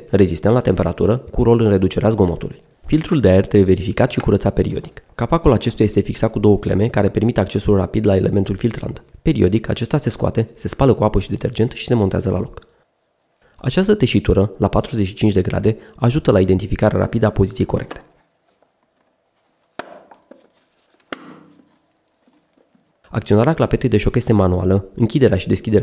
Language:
Romanian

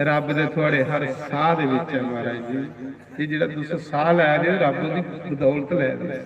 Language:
Dogri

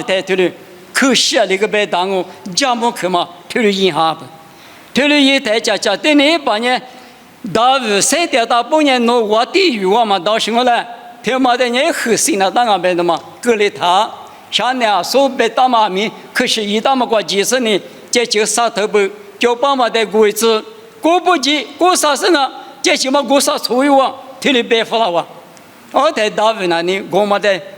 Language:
Lisu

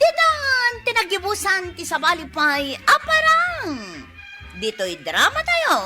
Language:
Iloko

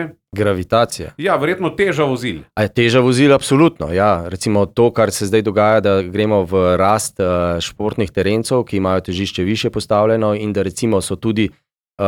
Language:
Slovenian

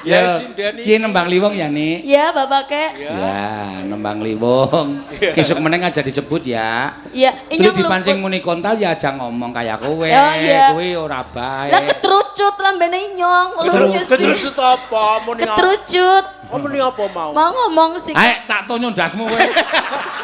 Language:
Javanese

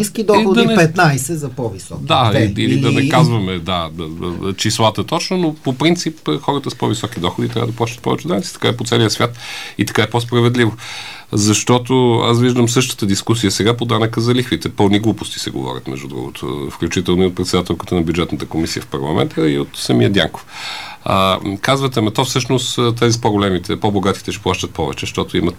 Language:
Bulgarian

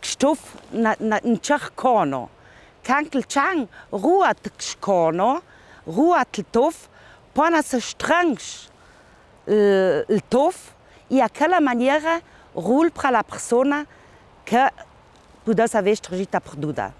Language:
Ladin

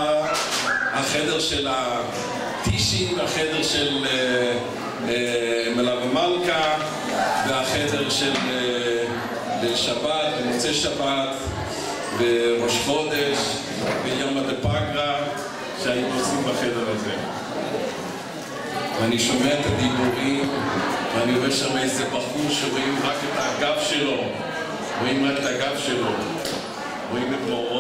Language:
Hebrew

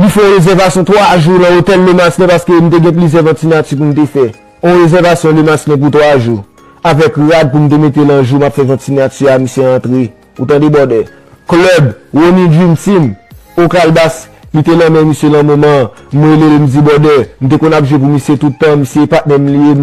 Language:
Haitian Creole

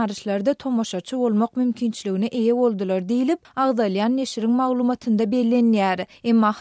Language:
Turkmen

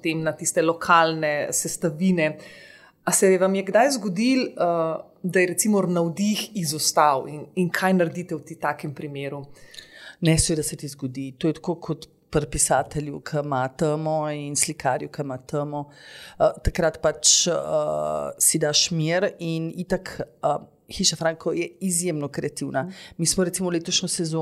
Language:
Slovenian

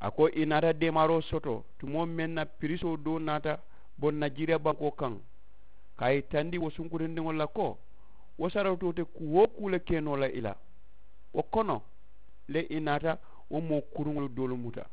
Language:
Mandingo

